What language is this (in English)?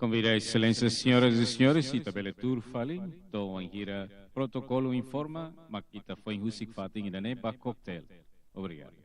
Tetum